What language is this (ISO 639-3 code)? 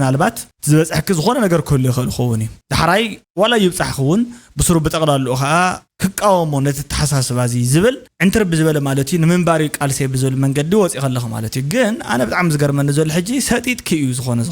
tir